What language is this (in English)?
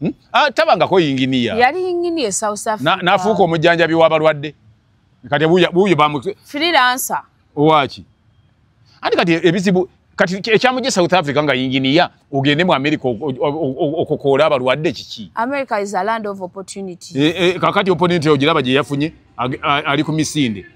Ganda